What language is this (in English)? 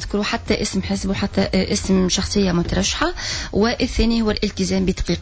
Tunisian Arabic